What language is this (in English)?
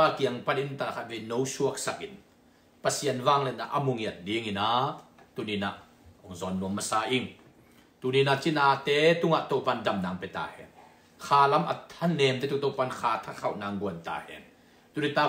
Tedim Chin